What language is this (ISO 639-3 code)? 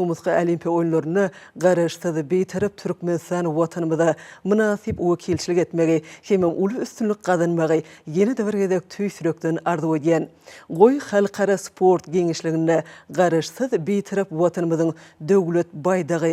tuk